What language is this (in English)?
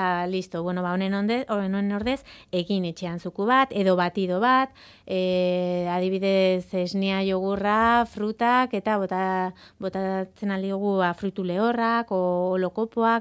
Basque